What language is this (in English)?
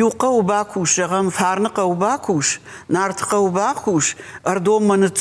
Ossetic